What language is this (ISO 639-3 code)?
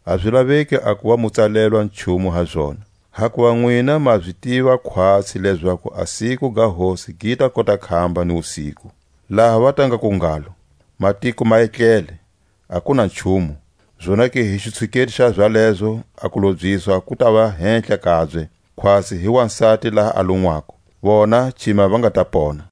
tsc